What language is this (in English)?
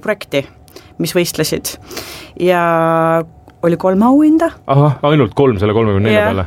Estonian